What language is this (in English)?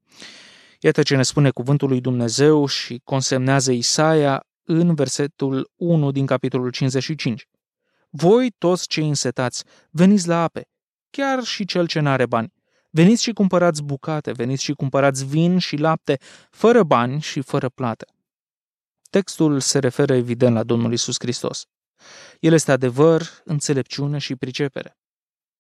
Romanian